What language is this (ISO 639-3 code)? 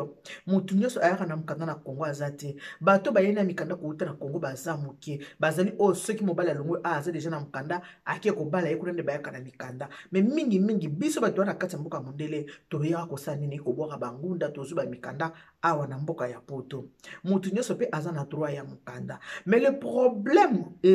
lin